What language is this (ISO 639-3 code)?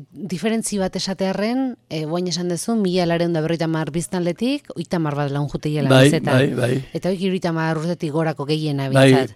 eus